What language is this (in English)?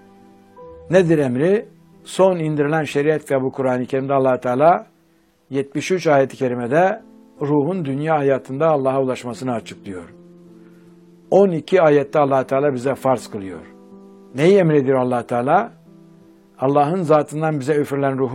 Turkish